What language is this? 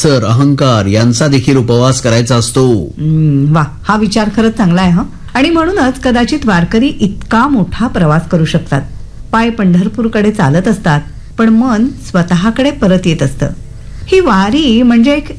Marathi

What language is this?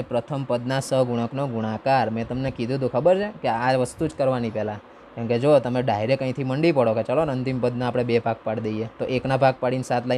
Gujarati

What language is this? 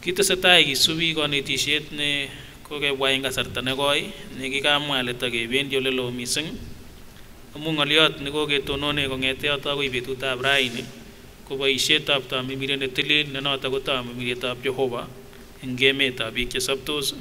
Kipsigis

